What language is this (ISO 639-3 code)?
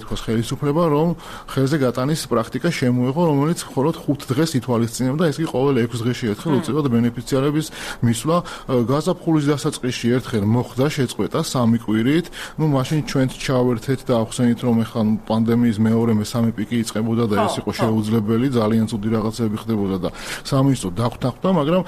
kat